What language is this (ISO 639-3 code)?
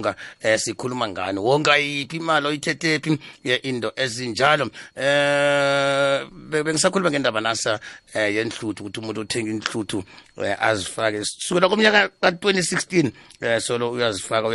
nbl